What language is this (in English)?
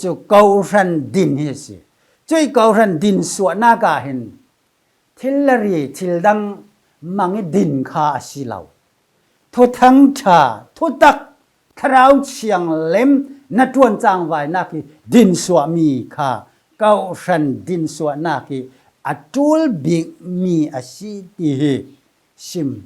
Falam Chin